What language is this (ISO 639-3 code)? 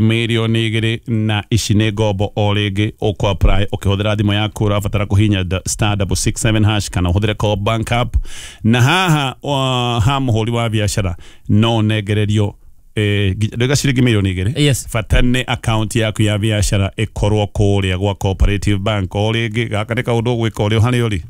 kik